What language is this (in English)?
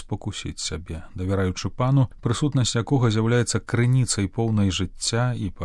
Belarusian